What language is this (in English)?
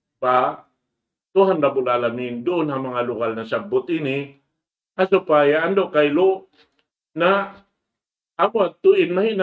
Tausug